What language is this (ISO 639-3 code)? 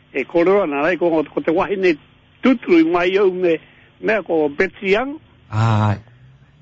mri